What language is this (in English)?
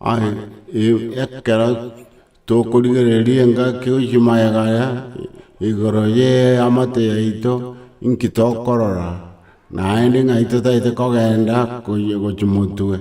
Gusii